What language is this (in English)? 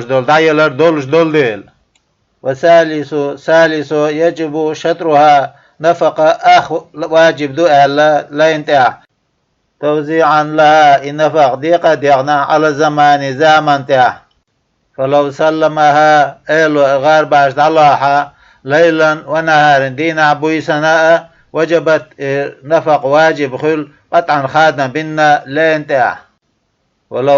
Chechen